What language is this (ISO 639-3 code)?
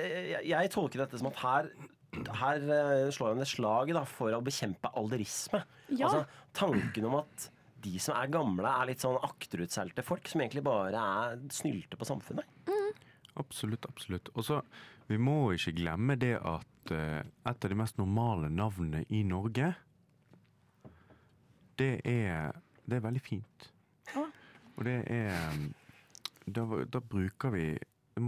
nor